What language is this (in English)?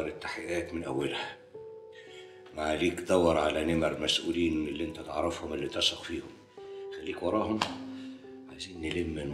Egyptian Arabic